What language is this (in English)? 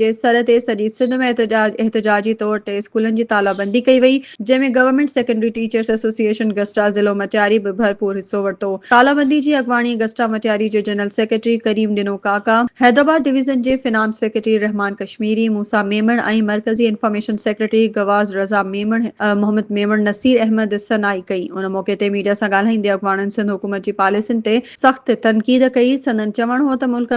Sindhi